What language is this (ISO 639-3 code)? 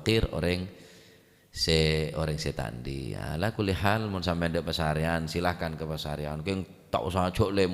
mad